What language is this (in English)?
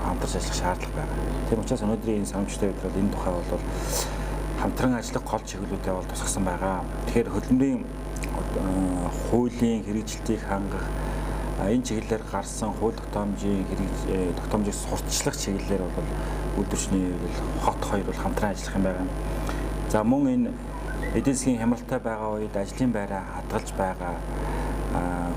Mongolian